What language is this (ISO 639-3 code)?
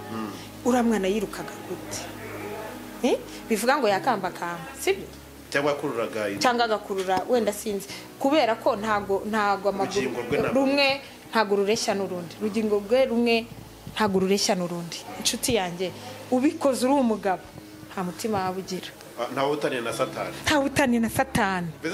kin